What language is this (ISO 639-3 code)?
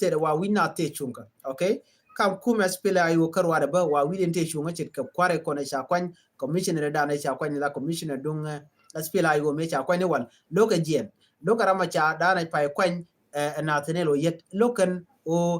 nus